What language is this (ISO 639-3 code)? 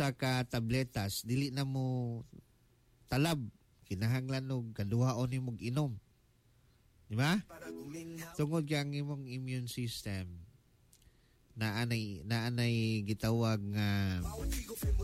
ceb